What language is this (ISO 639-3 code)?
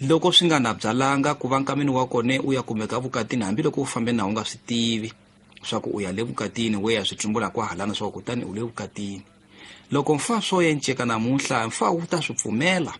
tso